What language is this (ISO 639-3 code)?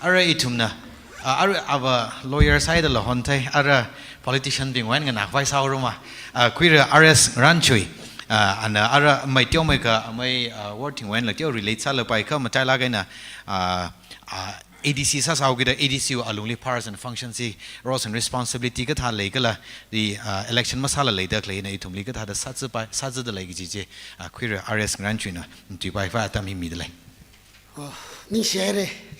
nmf